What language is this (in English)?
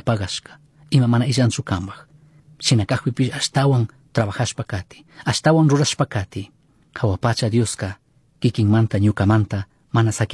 Chimborazo Highland Quichua